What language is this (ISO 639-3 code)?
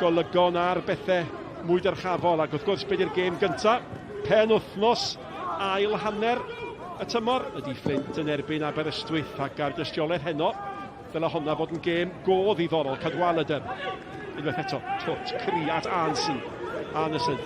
cym